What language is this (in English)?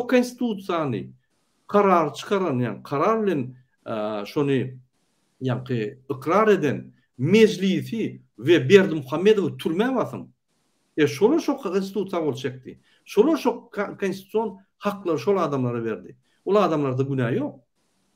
Turkmen